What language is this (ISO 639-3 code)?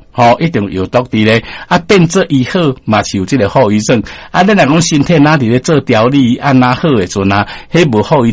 nan